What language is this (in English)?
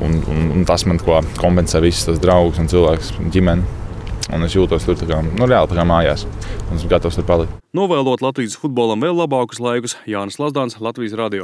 Latvian